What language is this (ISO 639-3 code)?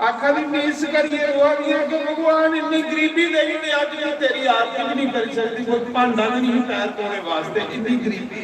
doi